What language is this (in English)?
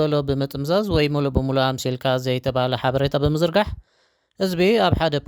Tigrinya